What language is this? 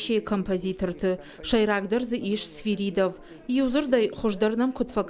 Ossetic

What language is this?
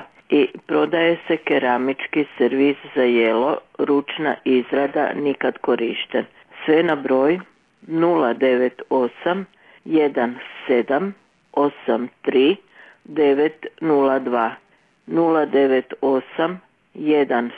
Croatian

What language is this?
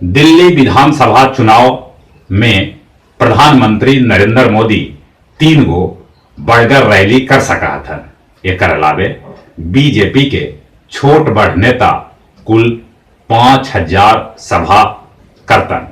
Magahi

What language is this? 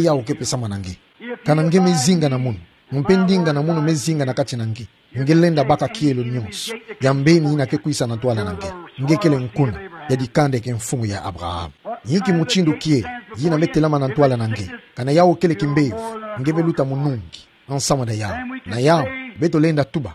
Kituba (Democratic Republic of Congo)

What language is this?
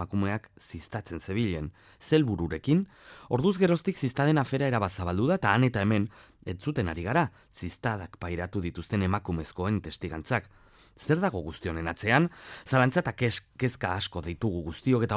Basque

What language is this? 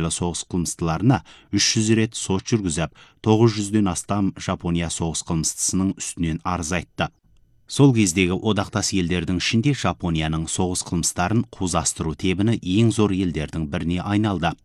Kazakh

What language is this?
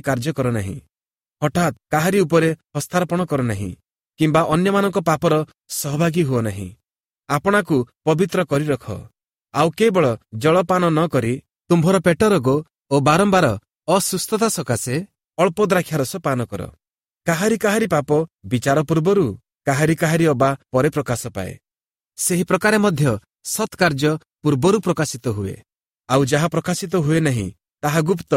Odia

